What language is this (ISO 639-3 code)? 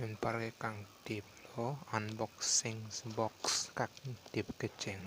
mjw